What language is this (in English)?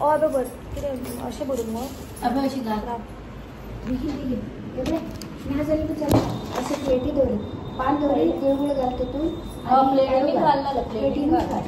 Konkani